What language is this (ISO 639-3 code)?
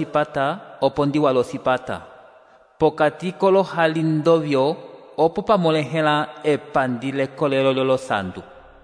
umb